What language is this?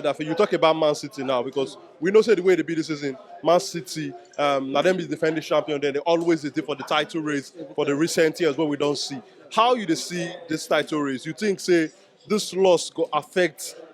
Nigerian Pidgin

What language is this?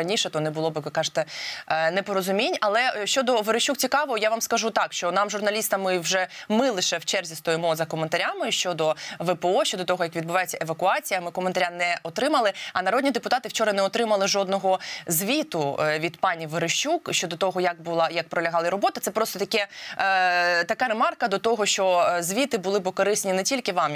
Ukrainian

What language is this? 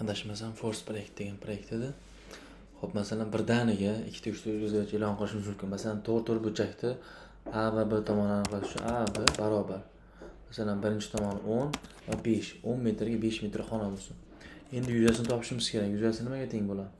Uzbek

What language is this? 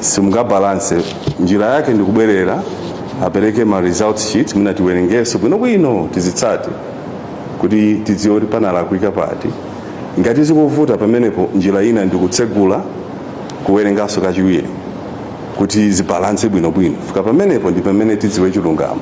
Nyanja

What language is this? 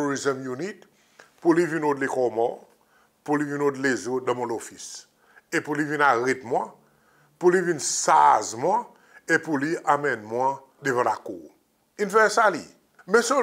Seselwa Creole French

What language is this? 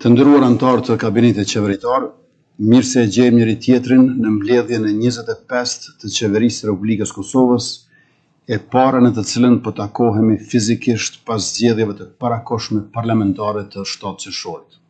Albanian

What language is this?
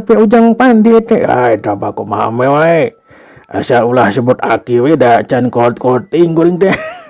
Sundanese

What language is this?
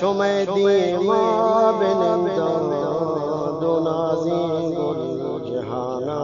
Eastern Balochi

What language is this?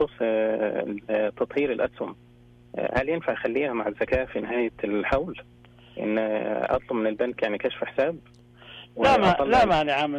Najdi Arabic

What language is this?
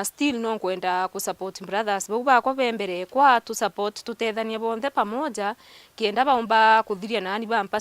Meru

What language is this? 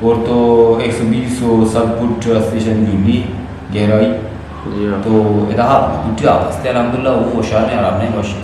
Eastern Balochi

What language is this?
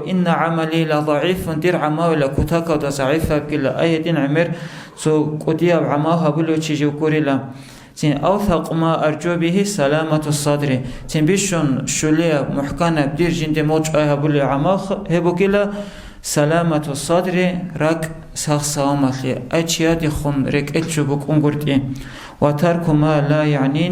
Avaric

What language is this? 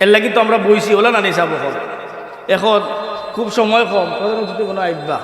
Sylheti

